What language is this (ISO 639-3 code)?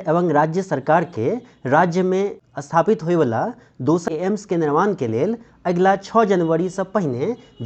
mai